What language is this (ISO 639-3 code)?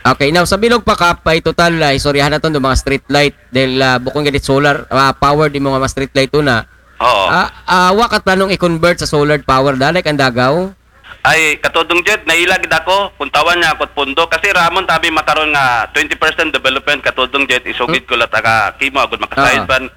akl